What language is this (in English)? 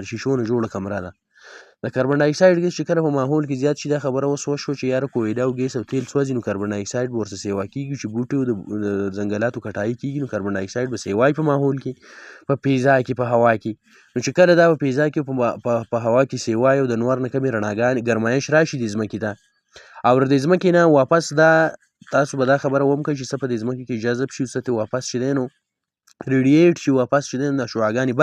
Pashto